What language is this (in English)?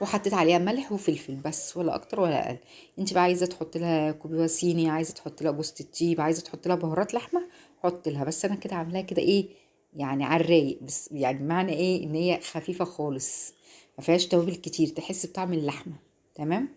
Egyptian Arabic